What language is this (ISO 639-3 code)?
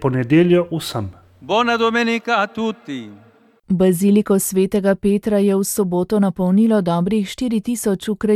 slv